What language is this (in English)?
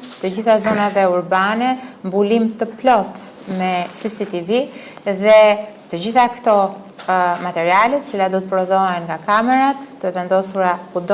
Albanian